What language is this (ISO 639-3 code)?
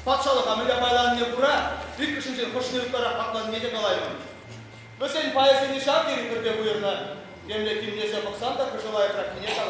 chv